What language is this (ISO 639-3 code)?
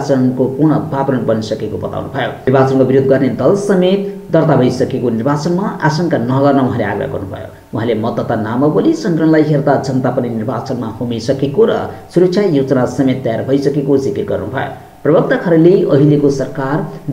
nep